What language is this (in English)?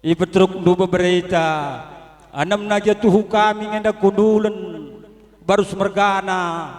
Batak Karo